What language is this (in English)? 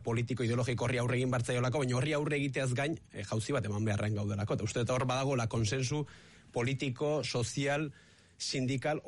Basque